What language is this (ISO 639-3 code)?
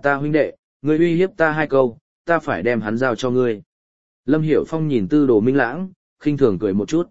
vie